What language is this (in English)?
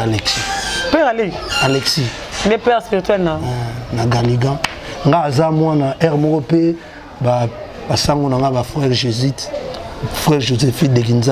Lingala